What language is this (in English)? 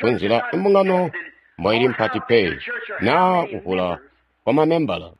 Tonga (Zambia)